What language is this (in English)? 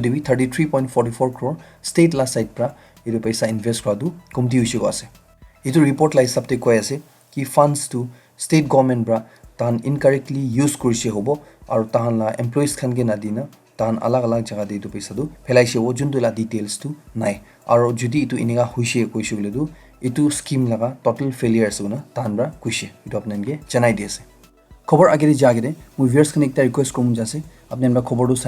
Naga Pidgin